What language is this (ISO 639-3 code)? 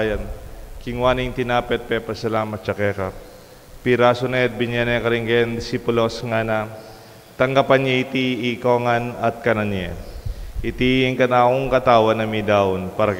pam